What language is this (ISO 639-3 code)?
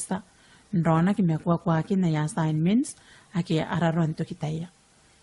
gil